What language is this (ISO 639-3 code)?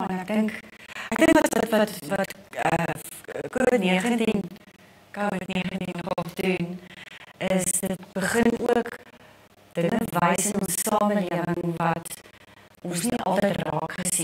afr